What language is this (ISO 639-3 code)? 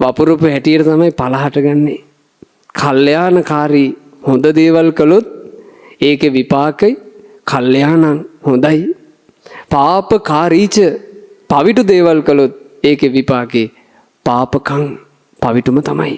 sin